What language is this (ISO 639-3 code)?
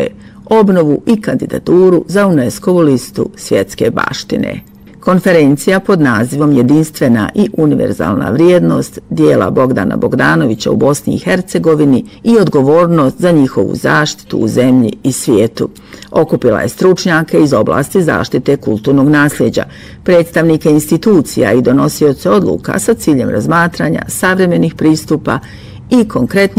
bos